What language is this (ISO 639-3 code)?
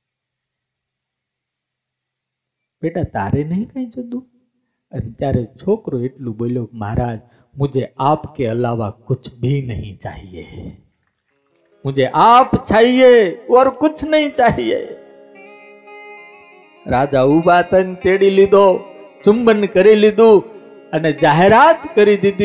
guj